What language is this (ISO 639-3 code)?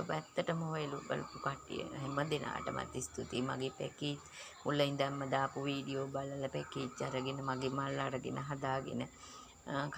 sin